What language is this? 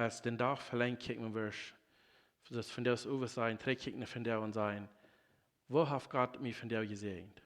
Plautdietsch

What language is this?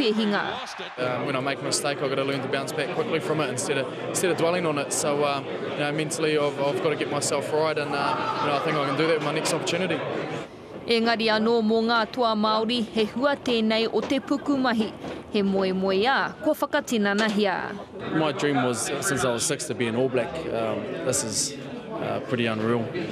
Māori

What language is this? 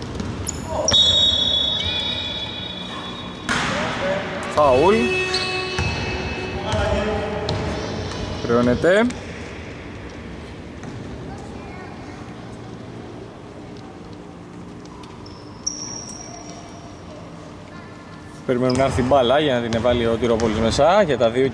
Greek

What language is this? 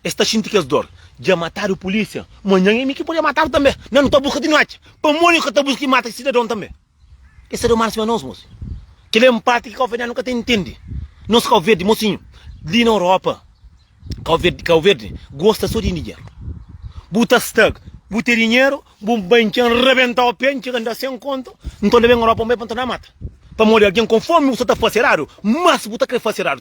Kabuverdianu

